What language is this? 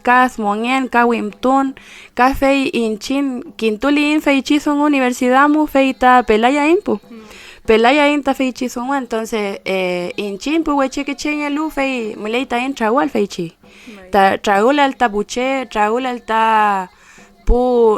Mapuche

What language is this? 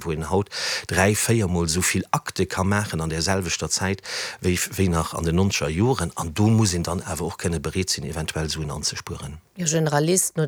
Luxembourgish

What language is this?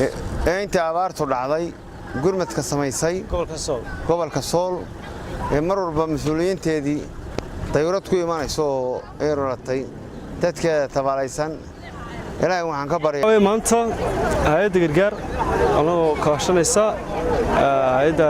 Somali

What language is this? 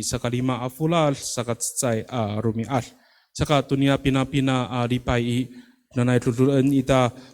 Amis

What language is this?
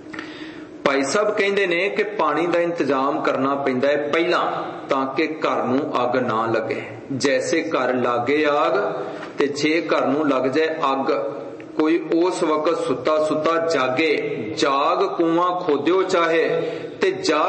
Punjabi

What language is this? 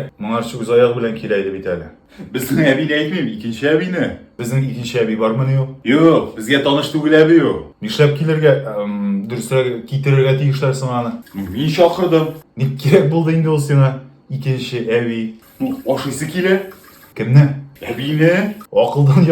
Tatar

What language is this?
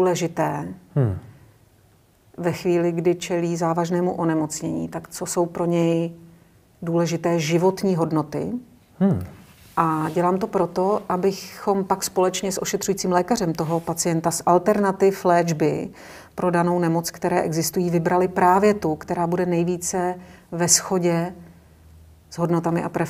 Czech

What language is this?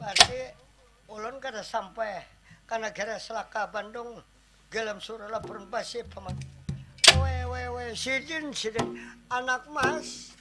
Banjar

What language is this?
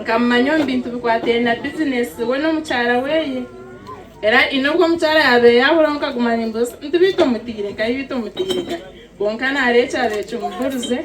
Nyankole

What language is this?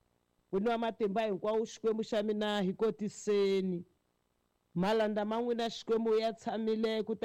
Tsonga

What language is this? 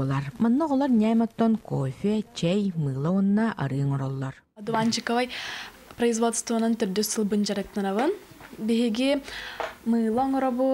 Yakut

